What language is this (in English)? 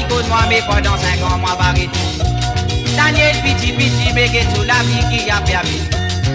Morisyen